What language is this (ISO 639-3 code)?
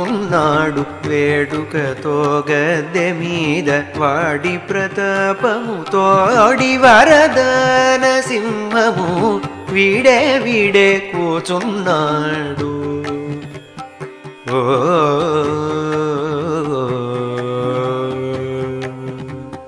tel